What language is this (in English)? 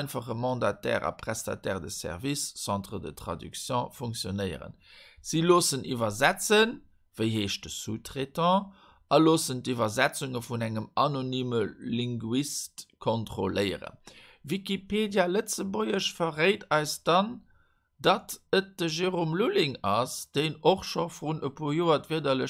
Luxembourgish